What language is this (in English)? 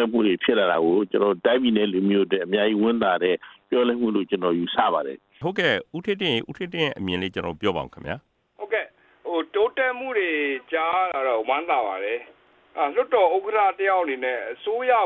Burmese